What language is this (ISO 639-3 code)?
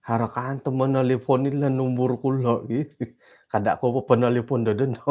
dtp